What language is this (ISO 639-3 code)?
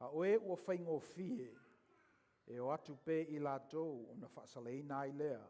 smo